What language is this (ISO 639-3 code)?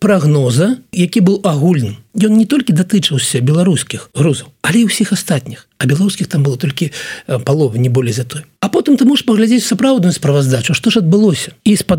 bel